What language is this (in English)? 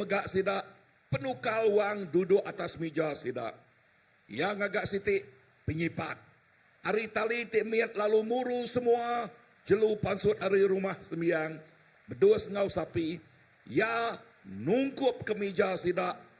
Iban